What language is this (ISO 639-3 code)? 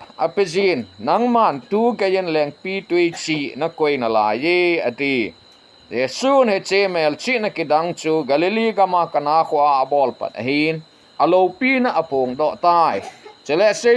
tcz